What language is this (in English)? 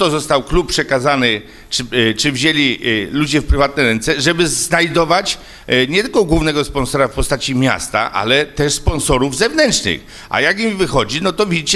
Polish